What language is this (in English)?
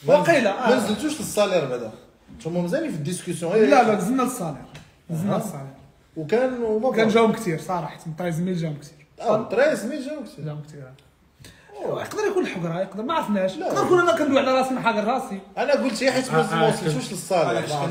Moroccan Arabic